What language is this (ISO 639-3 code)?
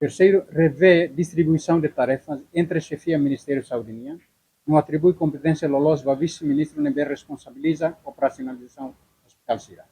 tet